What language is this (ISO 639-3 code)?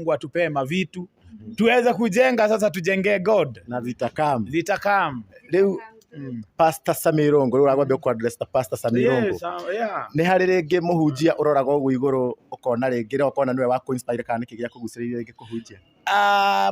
kik